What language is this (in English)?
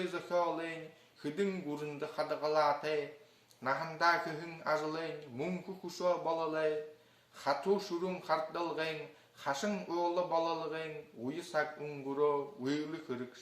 Buriat